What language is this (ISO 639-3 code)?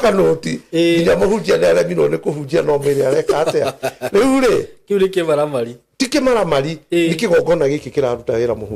kik